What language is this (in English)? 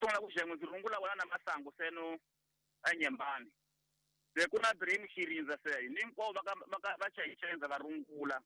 Tsonga